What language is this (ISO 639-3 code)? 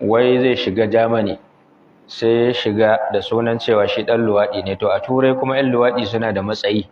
hau